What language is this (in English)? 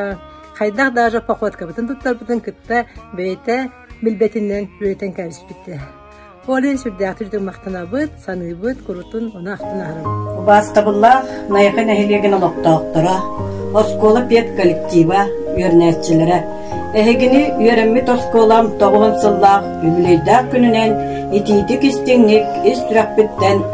Yakut